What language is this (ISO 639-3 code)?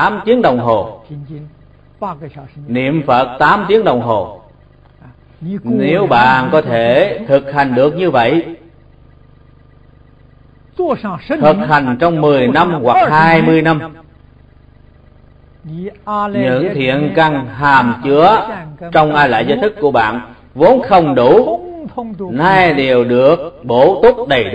vie